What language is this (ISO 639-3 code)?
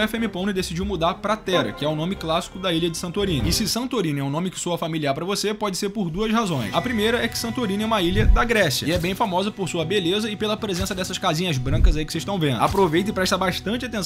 por